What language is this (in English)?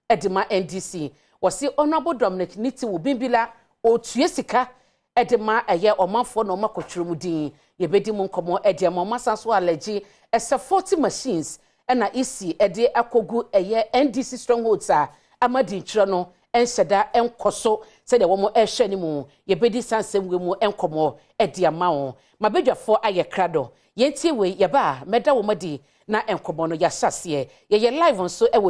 Akan